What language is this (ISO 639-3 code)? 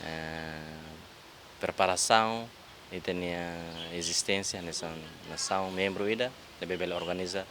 tet